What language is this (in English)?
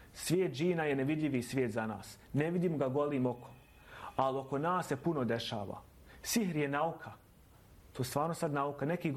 Bosnian